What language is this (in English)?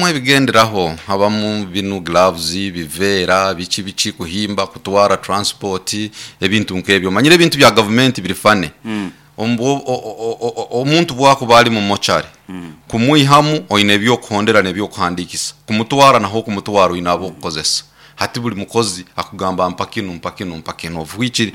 Nyoro